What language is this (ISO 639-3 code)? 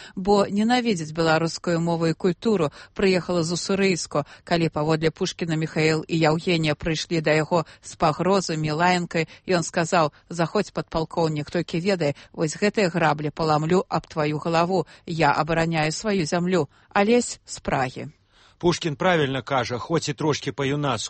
bel